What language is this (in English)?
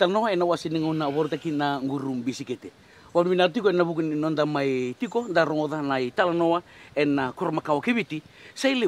Fijian